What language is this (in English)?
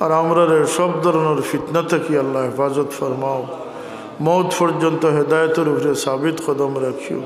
Sylheti